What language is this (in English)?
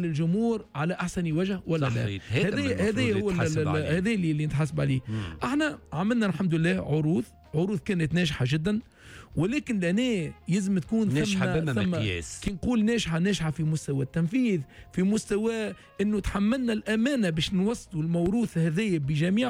Tunisian Arabic